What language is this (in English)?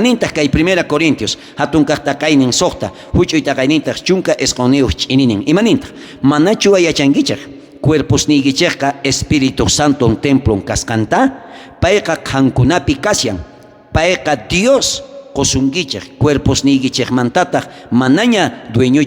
South Bolivian Quechua